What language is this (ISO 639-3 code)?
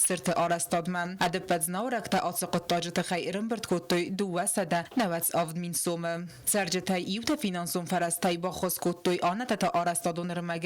oss